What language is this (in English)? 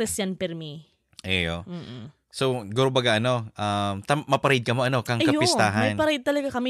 Bikol